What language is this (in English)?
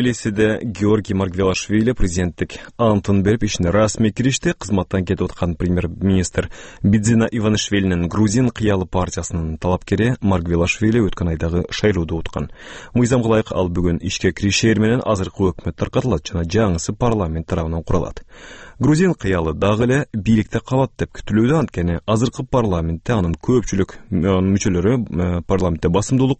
Kyrgyz